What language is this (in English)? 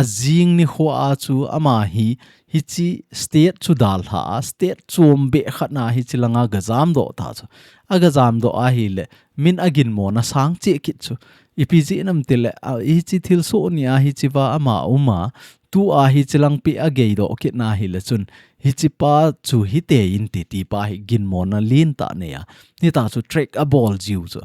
Thado Chin